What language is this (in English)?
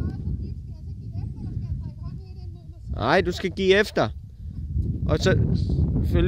Danish